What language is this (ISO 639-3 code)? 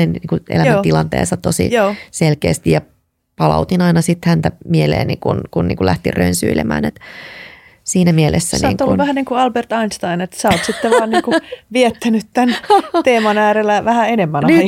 fin